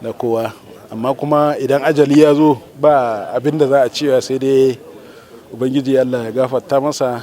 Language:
Hausa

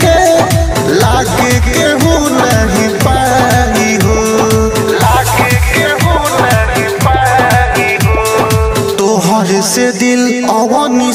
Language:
Bhojpuri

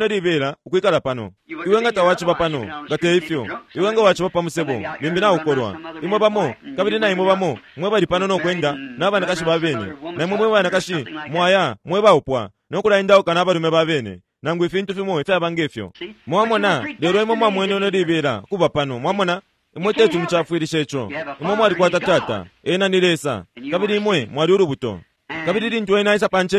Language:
Bemba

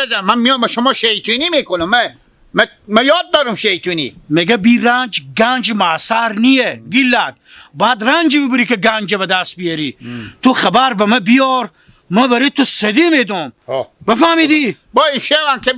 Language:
Hazaragi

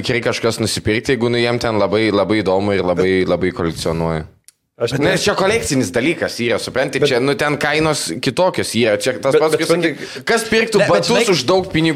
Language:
Lithuanian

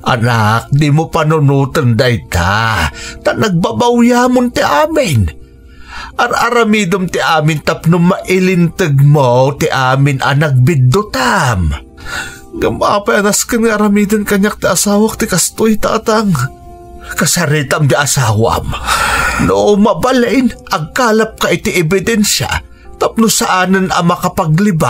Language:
Iloko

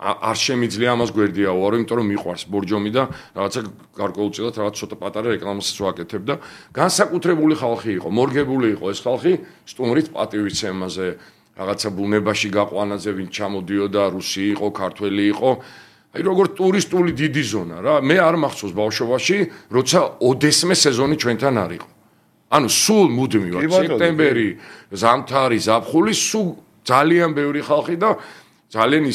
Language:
Georgian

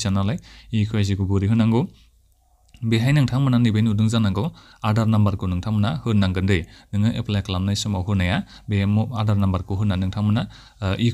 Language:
Bodo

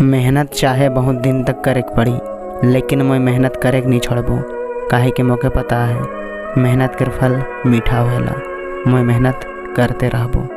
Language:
Sadri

